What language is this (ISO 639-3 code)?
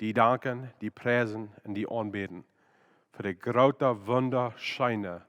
pdt